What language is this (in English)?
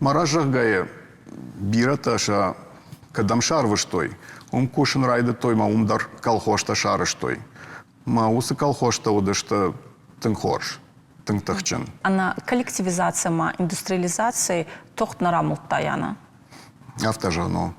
Ossetic